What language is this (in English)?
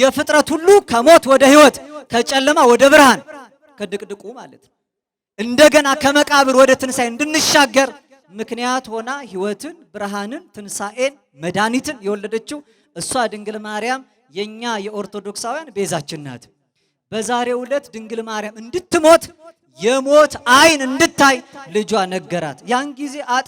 Amharic